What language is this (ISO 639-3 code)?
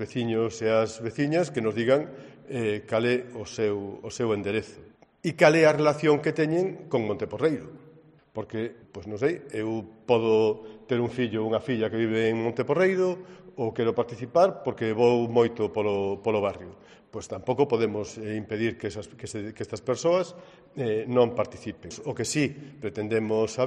glg